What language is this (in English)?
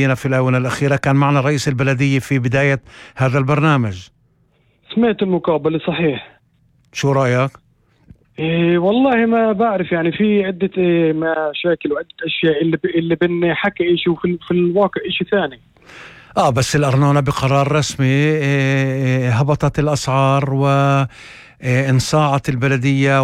North Levantine Arabic